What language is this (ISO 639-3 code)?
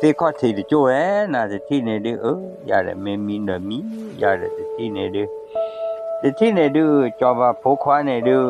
ksw